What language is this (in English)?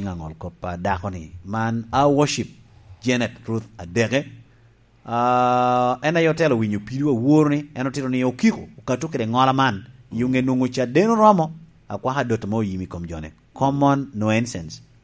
Lango (Uganda)